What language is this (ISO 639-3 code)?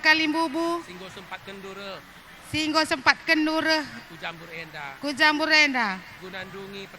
btx